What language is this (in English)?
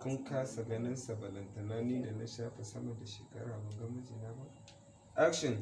Hausa